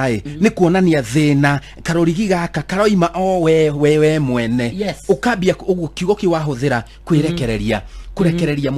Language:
Kikuyu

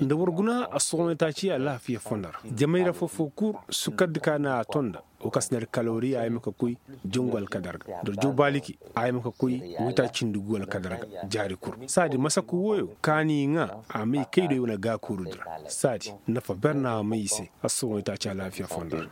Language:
Koyraboro Senni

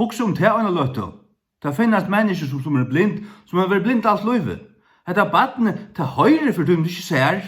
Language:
Faroese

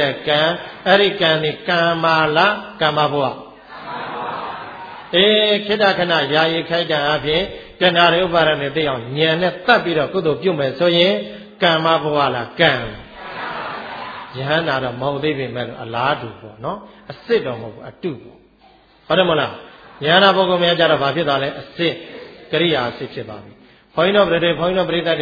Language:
Burmese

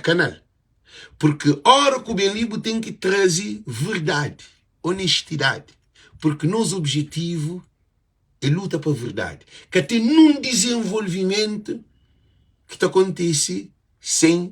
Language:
Kabuverdianu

